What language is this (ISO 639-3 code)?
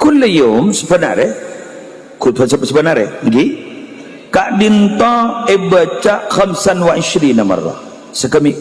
mad